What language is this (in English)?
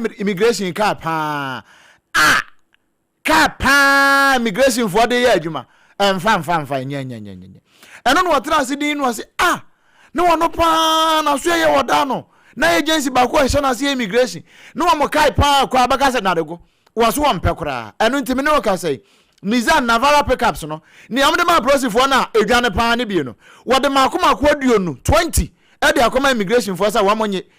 Akan